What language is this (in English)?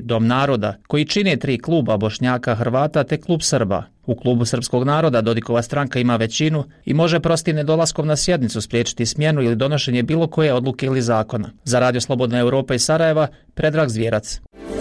Bosnian